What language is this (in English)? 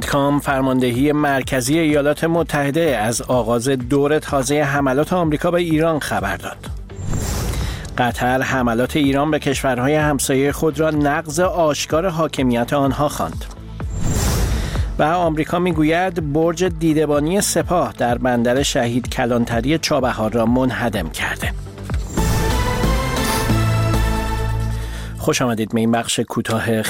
Persian